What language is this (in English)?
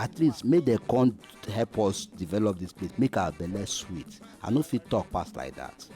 Nigerian Pidgin